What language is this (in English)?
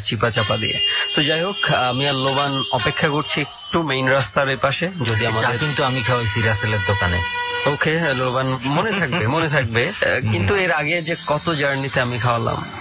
Bangla